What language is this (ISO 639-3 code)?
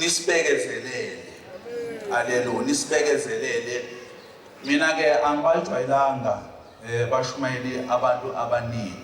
zul